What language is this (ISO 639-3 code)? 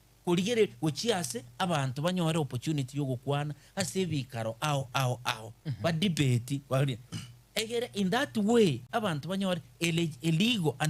guz